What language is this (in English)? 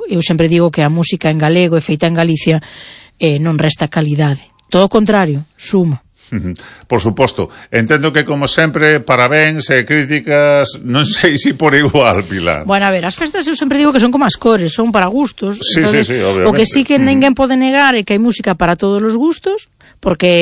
Galician